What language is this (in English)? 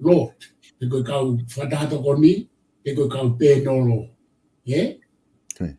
Tongan